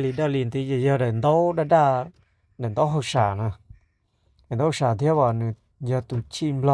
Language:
Hmong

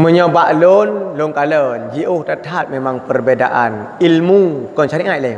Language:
Achinese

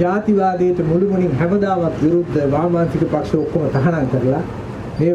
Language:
Sinhala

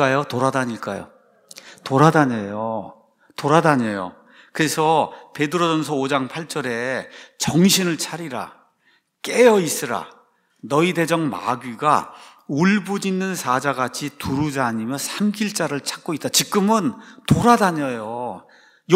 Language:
Korean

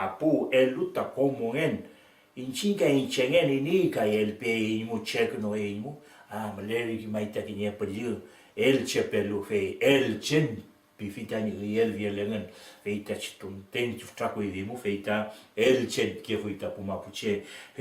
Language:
Mapuche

